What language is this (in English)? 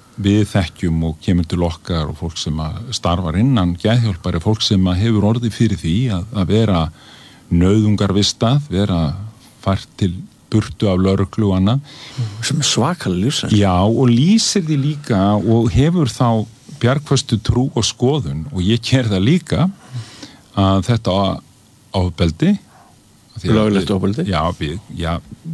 Icelandic